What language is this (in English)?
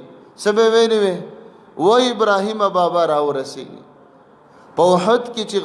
Pashto